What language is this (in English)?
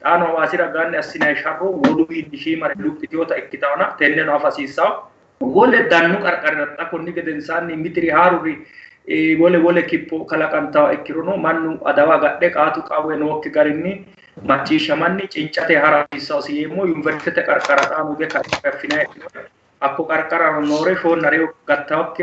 Sidamo